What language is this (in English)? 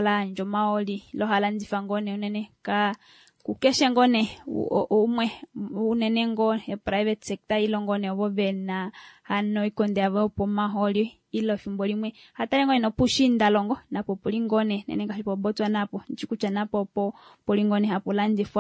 Kuanyama